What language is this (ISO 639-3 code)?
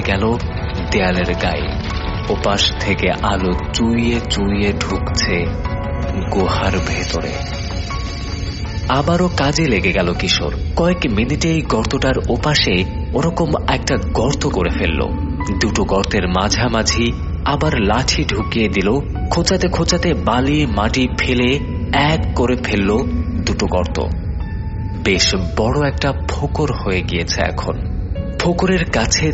ben